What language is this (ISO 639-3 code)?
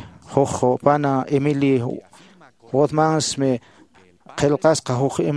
que